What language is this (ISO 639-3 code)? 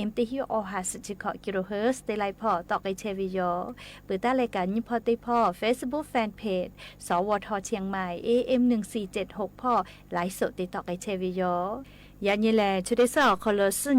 lhu